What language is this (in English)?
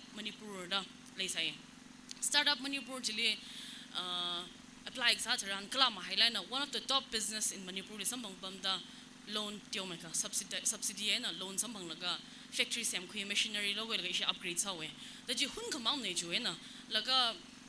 Tangkhul Naga (India)